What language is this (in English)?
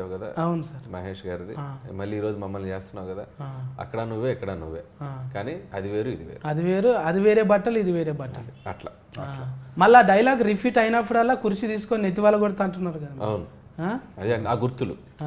Telugu